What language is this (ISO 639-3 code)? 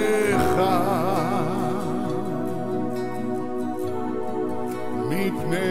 heb